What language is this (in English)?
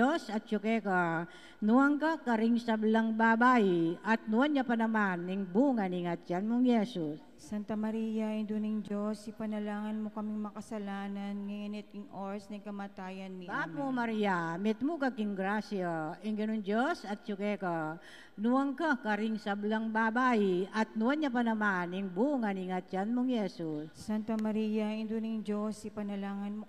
Pampanga